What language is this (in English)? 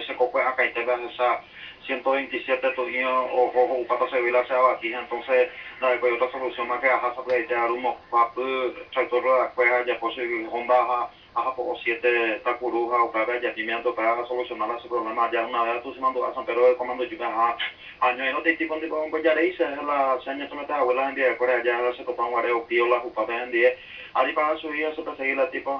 Guarani